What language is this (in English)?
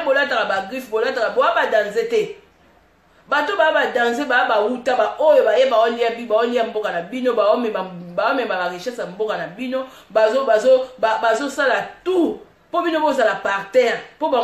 Lingala